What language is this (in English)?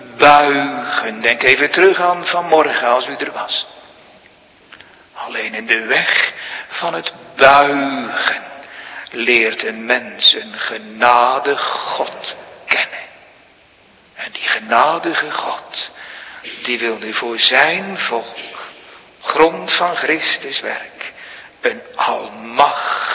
Dutch